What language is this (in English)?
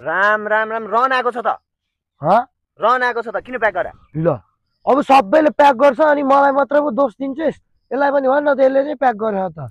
Nepali